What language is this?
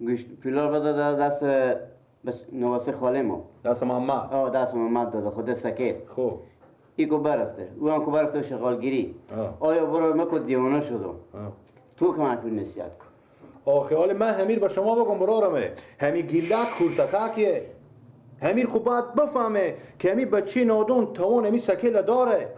Persian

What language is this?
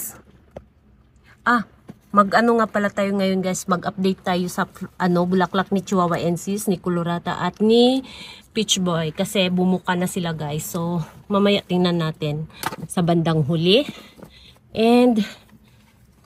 Filipino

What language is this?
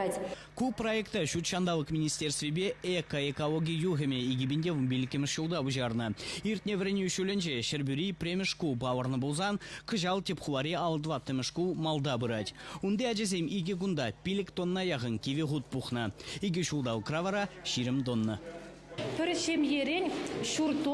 Chuvash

